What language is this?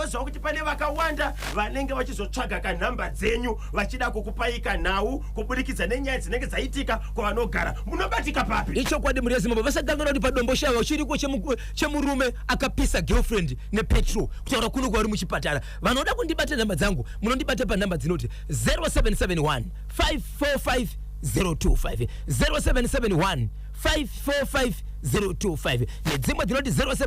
Shona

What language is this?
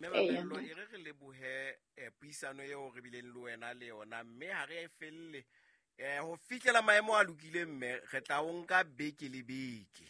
Southern Sotho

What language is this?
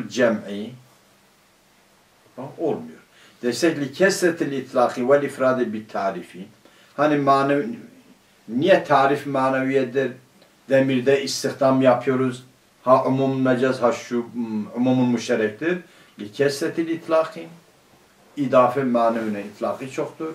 Turkish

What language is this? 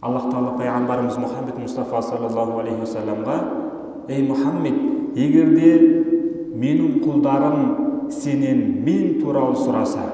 Kazakh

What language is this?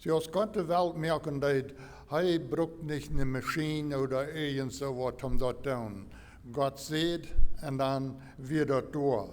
Plautdietsch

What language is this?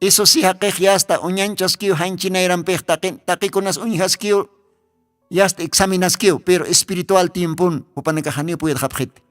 Aymara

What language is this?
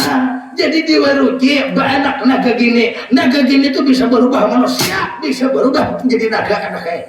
Banjar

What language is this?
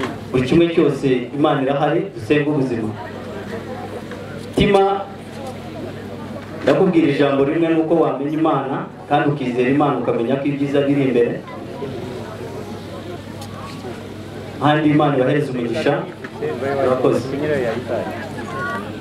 Kinyarwanda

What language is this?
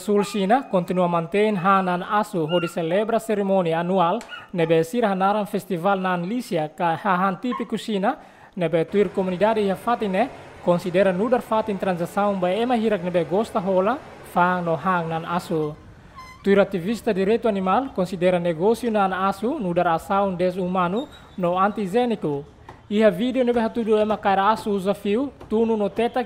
Tetum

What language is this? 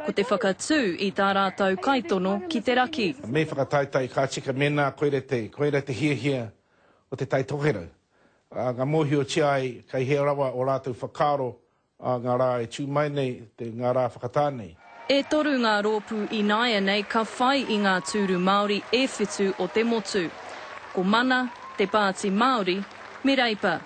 Māori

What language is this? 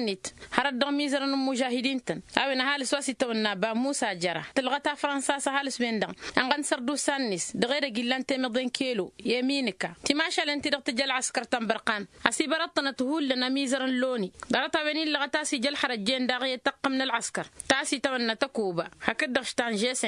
Tamasheq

